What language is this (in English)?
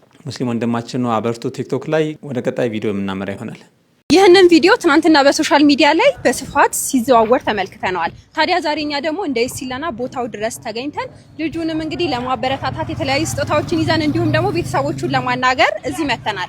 Amharic